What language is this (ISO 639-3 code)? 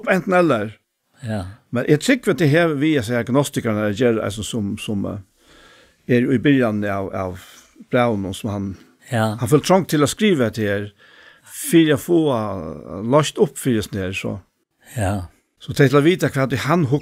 fao